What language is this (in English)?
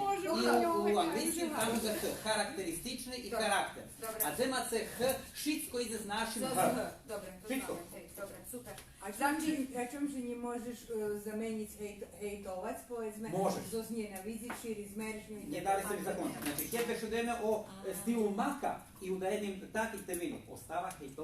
Rusyn